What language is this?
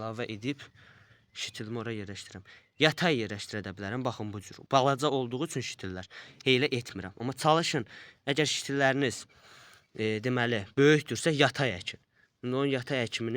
Azerbaijani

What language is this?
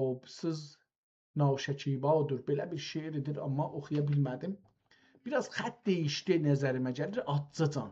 South Azerbaijani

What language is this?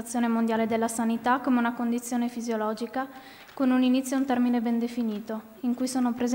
Italian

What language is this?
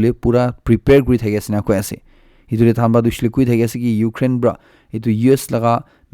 Naga Pidgin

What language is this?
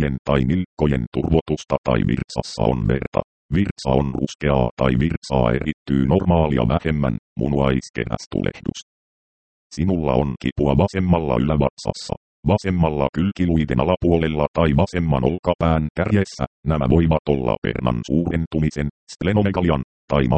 Finnish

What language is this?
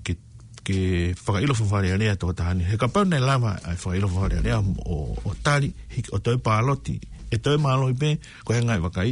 Tongan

